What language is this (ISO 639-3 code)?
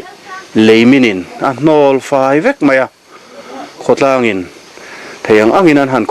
lus